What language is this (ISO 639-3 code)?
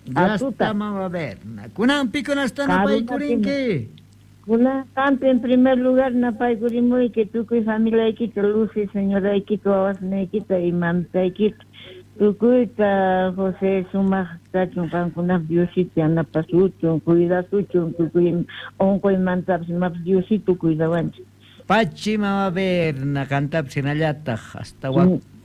que